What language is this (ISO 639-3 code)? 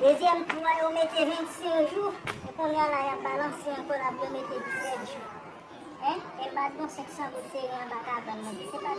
hat